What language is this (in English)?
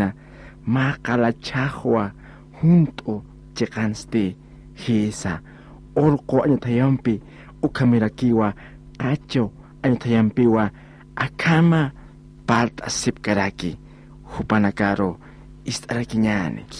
Aymara